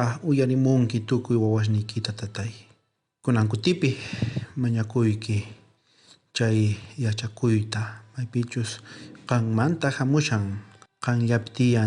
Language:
South Bolivian Quechua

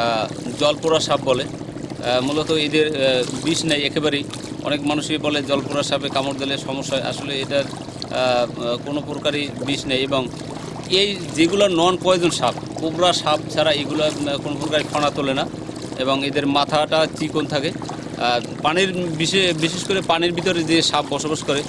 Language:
Bangla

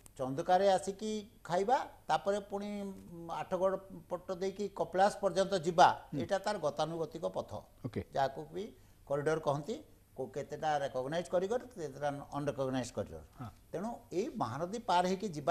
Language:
Odia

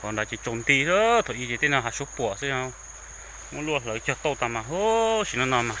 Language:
Hmong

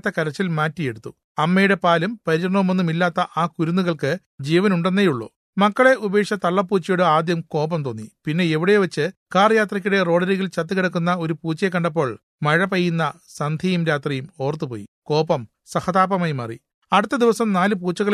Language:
Malayalam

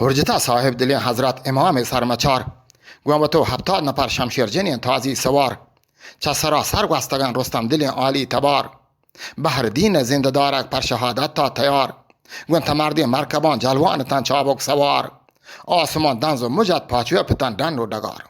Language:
Eastern Balochi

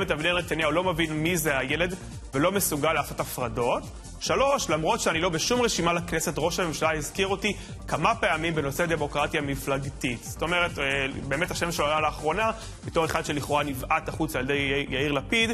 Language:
Hebrew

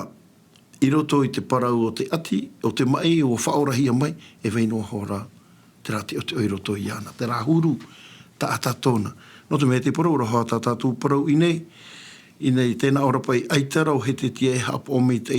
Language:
Tahitian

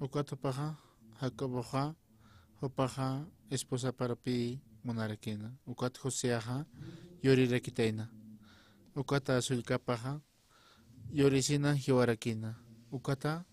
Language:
Aymara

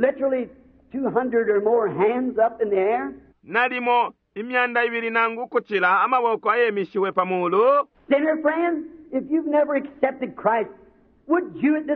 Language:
Bemba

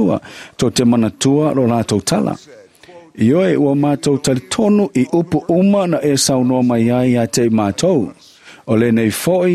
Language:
Samoan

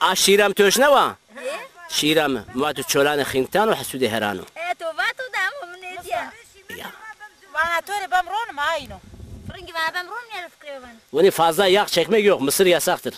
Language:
Zaza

